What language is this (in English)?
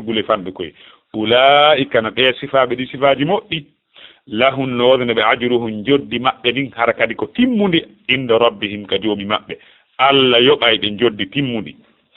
Fula